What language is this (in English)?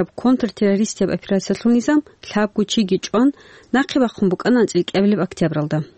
Avaric